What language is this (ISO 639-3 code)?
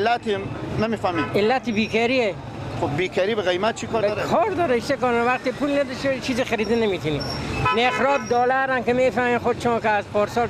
fas